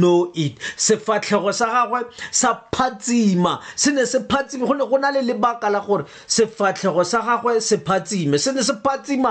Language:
Tswana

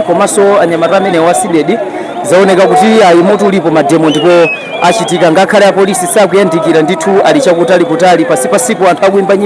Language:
Nyanja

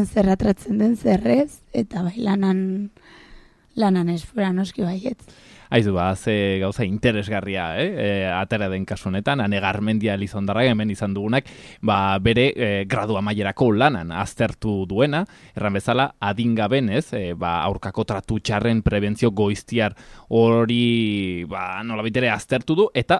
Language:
Basque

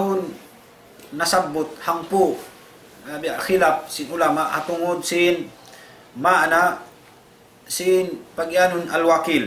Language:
Tausug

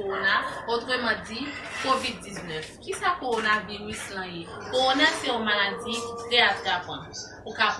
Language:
Haitian Creole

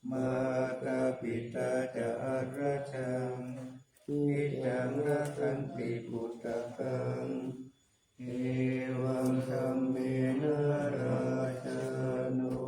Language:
Pali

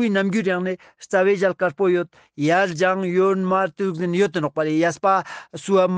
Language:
Ladakhi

